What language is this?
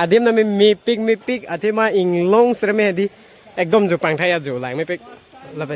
Karbi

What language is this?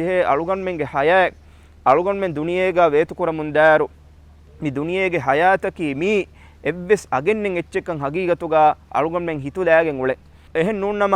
Divehi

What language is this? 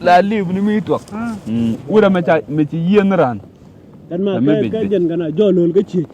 Nuer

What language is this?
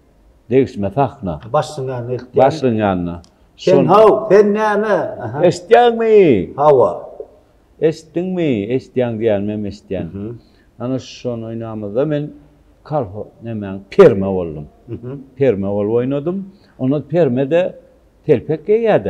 Turkmen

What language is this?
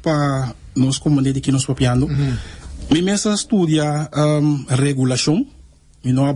Papiamento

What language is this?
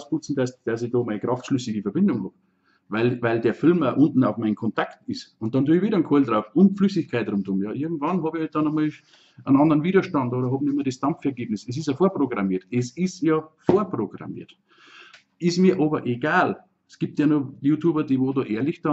Bavarian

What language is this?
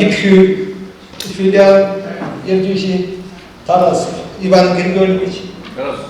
Chuvash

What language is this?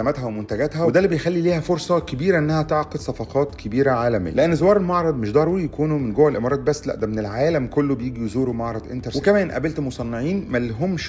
Egyptian Arabic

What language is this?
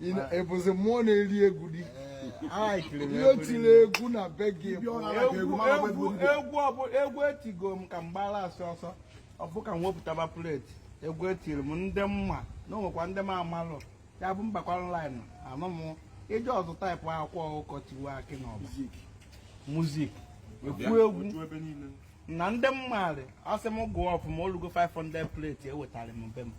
Igbo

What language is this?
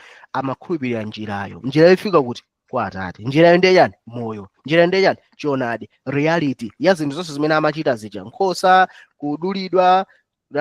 Nyanja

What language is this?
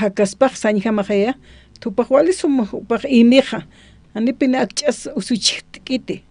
Aymara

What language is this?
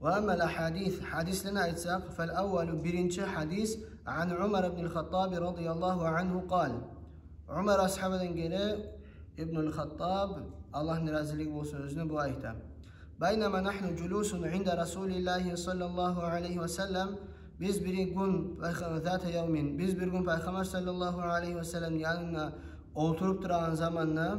Kumyk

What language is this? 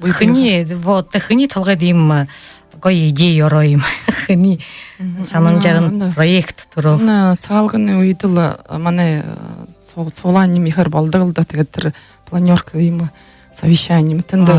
Buriat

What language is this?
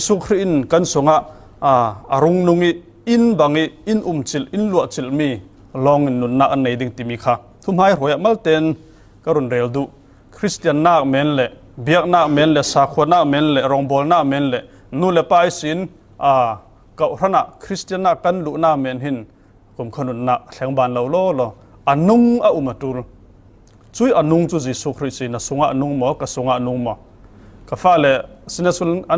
Falam Chin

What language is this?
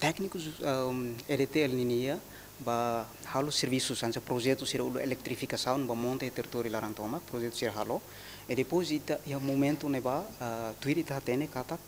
Tetum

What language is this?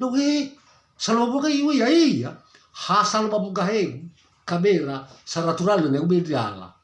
Nias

